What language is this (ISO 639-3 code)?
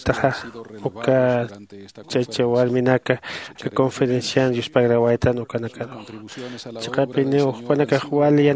aym